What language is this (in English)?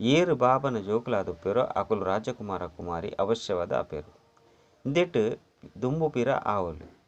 Tulu